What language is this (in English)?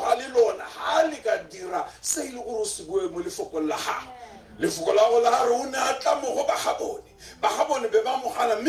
Tswana